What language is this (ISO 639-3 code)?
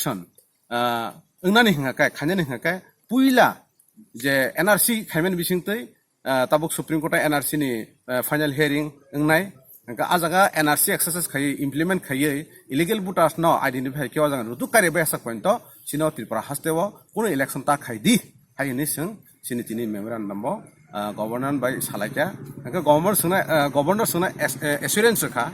trp